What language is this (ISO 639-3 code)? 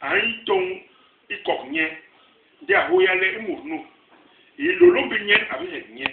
bas